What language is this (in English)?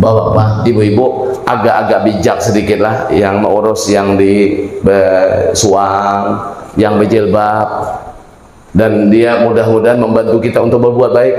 Banjar